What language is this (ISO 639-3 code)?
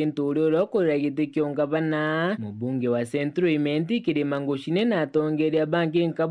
mer